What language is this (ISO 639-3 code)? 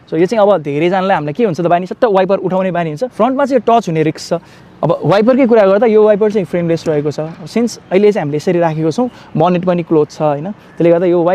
nep